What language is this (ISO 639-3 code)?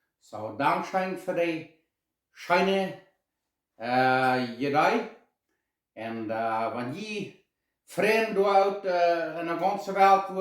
pdt